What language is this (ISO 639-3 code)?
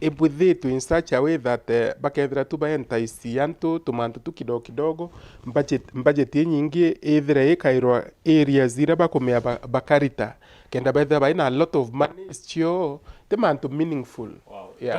mer